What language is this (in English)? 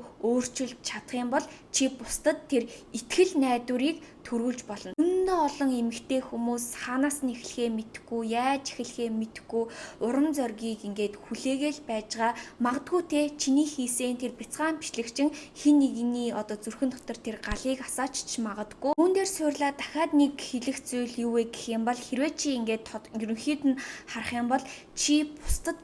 Mongolian